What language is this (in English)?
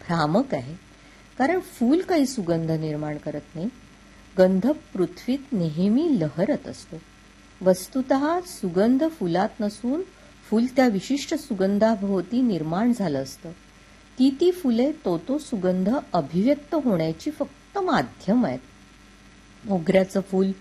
Marathi